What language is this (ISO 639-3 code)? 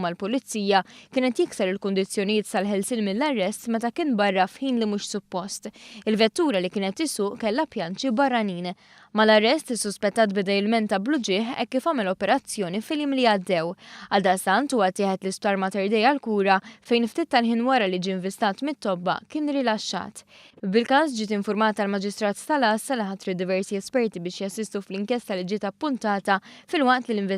mlt